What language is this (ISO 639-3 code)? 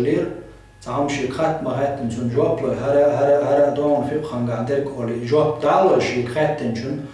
che